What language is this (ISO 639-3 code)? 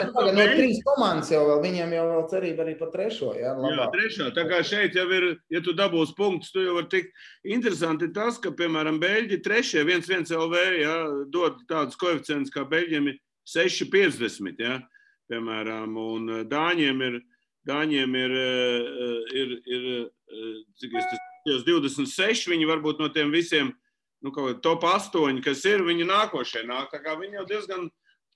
lav